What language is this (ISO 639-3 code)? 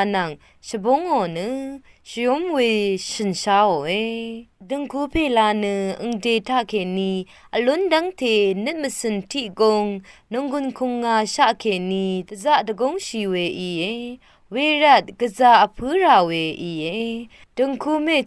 raw